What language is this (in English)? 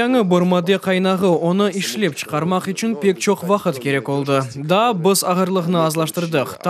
Crimean Tatar